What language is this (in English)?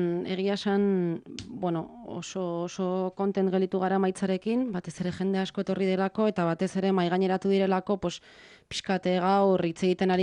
Basque